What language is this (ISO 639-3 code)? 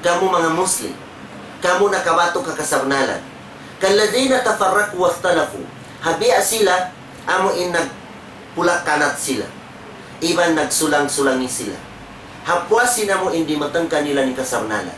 tsg